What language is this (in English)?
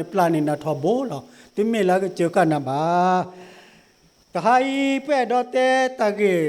S'gaw Karen